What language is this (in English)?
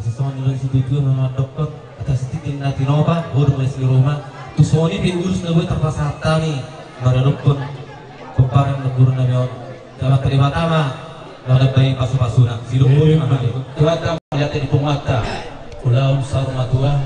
Batak Toba